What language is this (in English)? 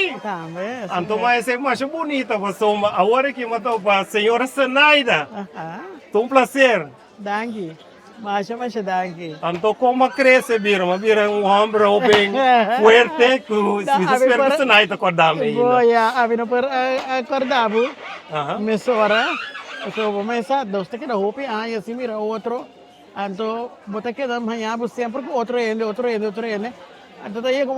Papiamento